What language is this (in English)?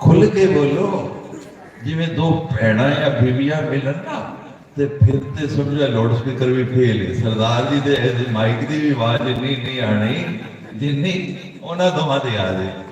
Dogri